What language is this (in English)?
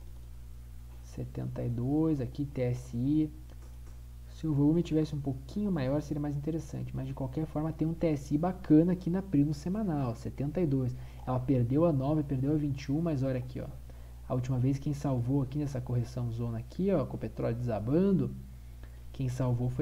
Portuguese